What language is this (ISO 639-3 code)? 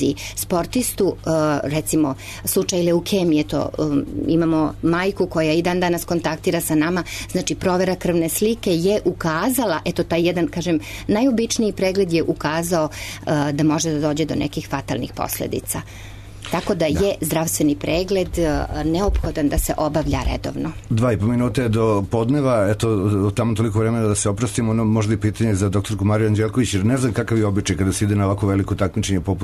srp